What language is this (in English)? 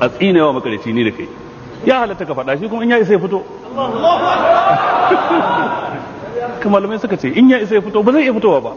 Hausa